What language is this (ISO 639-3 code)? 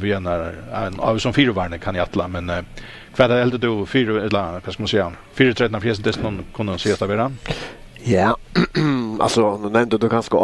fao